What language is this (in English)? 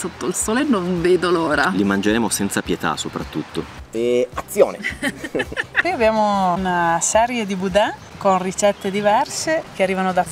Italian